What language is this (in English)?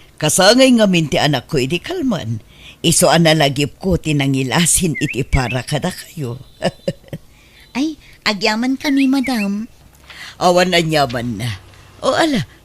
Iloko